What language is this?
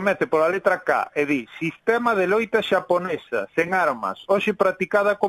Galician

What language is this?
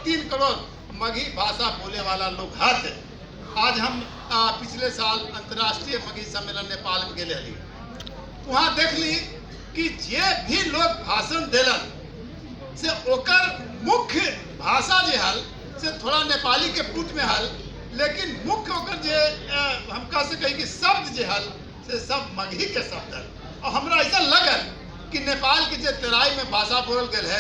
Magahi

